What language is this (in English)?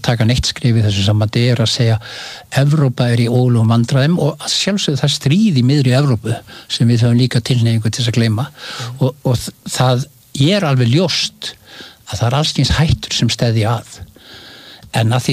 Icelandic